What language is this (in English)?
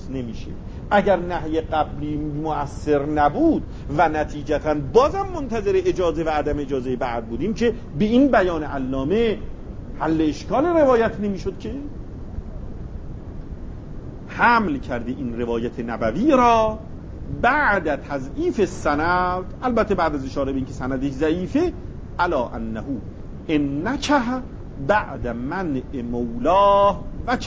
Persian